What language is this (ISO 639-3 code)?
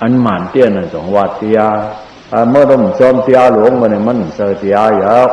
shn